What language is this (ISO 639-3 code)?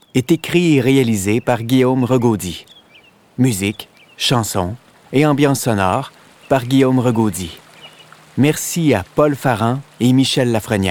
fra